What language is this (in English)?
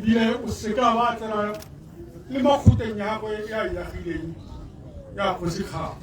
Tswana